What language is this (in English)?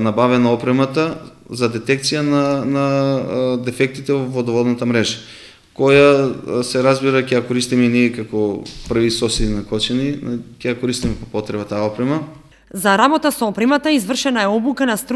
Macedonian